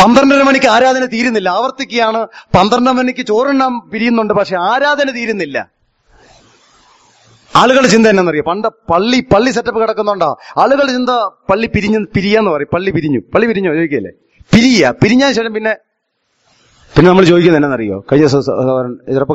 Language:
Malayalam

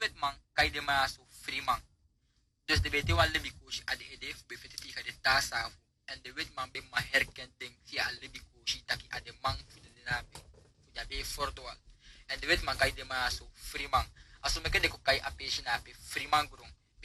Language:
Sranan Tongo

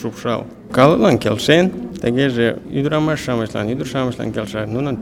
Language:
Mari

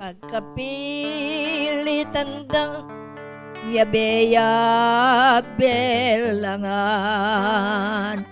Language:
Pampanga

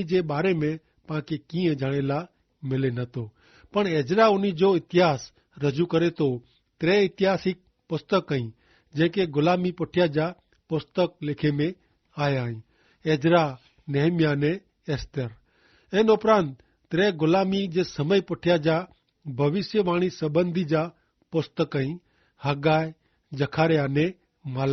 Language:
Kachhi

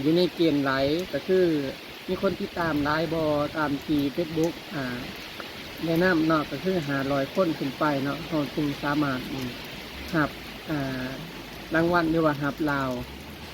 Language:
Lao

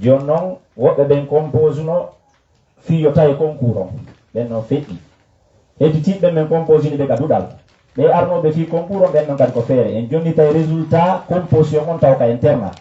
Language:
Fula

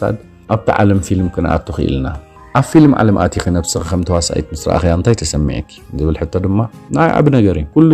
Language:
Tigrinya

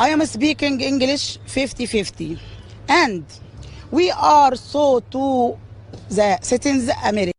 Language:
Somali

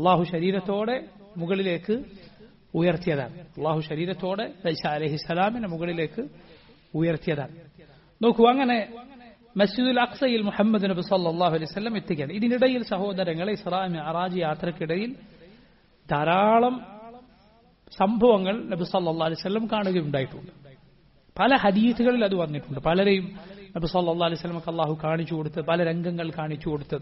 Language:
Malayalam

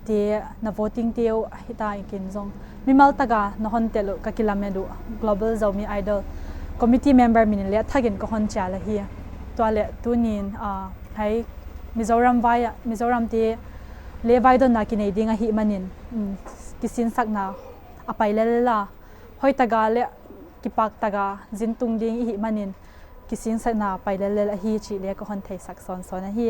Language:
Paite Chin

